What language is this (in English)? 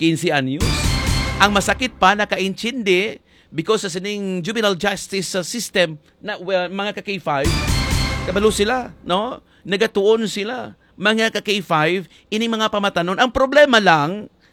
Hiligaynon